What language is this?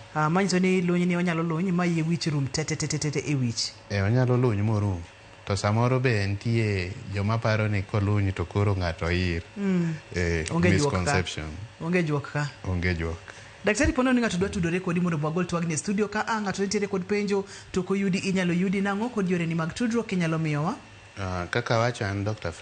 Luo (Kenya and Tanzania)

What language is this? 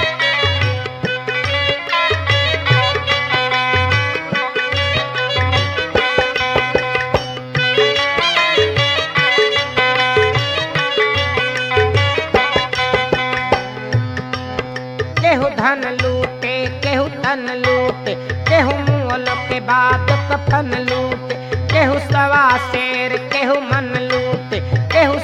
Bhojpuri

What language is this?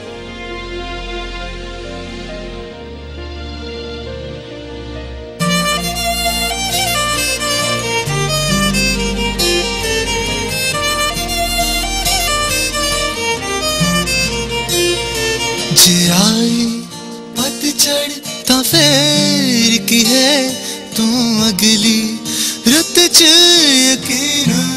Punjabi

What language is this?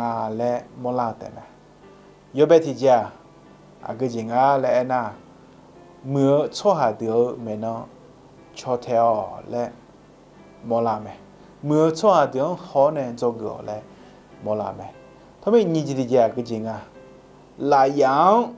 Akha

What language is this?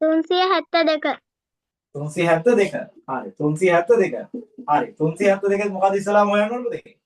Sinhala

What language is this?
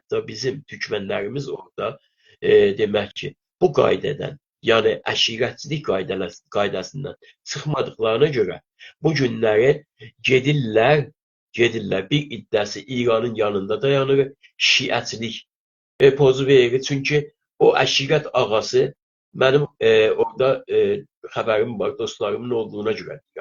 South Azerbaijani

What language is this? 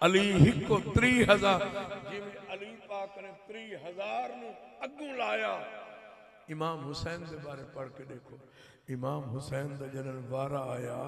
Saraiki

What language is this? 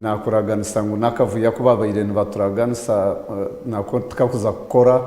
Nyankole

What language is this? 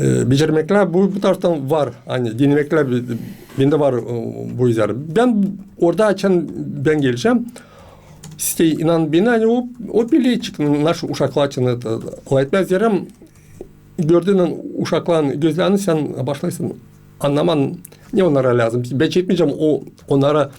Gagauz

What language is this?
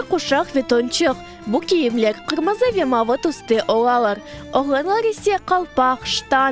Crimean Tatar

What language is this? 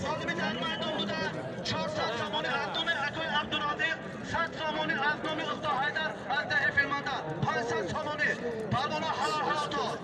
Tajik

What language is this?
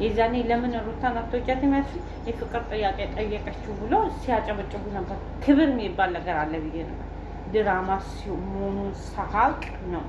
Amharic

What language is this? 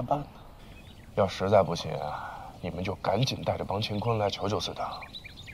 Chinese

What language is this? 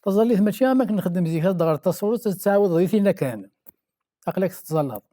Kabyle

